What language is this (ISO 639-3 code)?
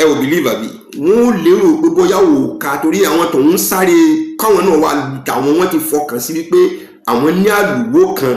yor